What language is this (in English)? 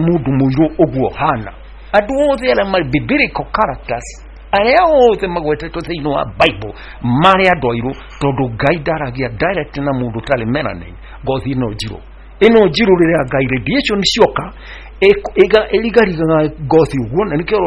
Kikuyu